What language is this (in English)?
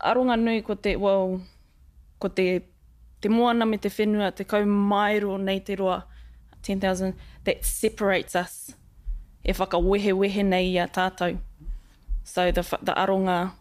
Māori